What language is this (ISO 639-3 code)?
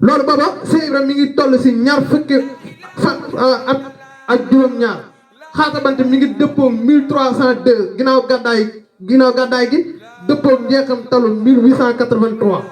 wol